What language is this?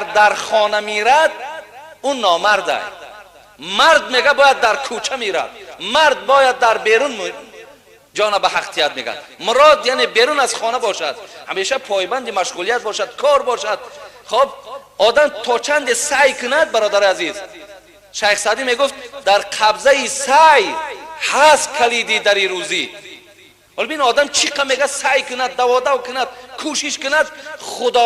Tajik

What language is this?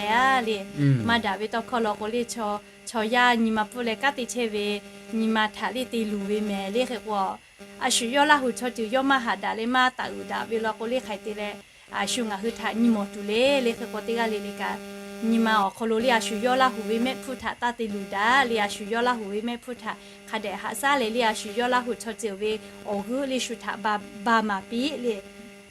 Lahu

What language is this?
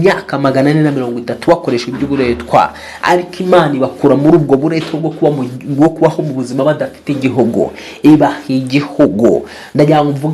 Kinyarwanda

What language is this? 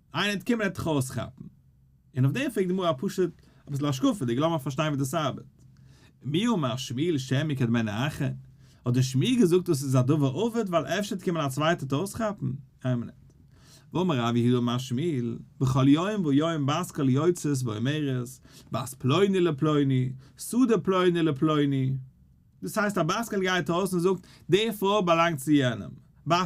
Yiddish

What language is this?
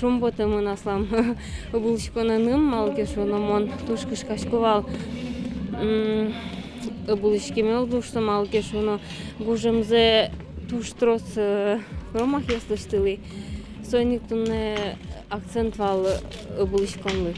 Udmurt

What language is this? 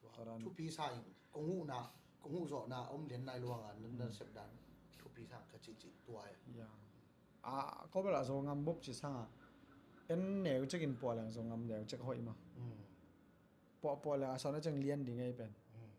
Tedim Chin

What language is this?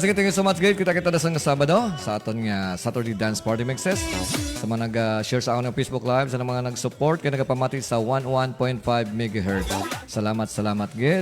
Hiligaynon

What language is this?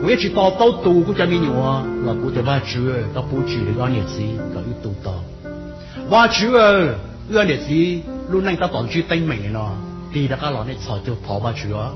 Hmong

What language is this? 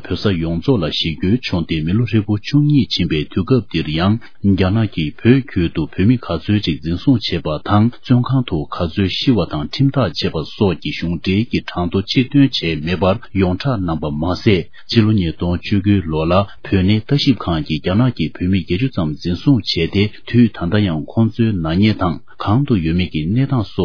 Tibetan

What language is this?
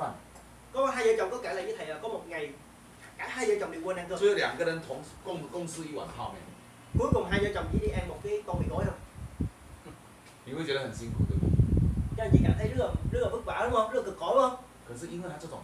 Vietnamese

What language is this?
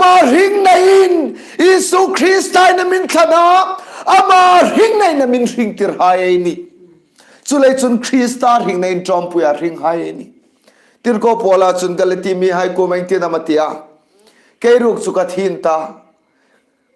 Hmar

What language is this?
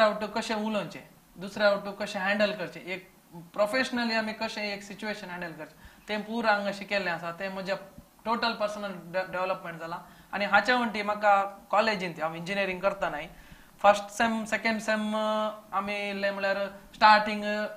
Konkani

